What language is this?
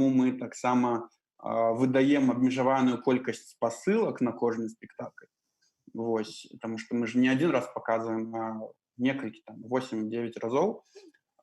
Belarusian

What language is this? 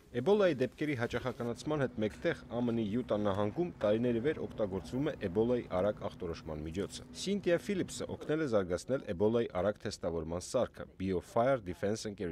Armenian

